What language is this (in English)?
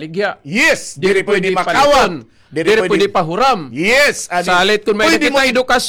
Waray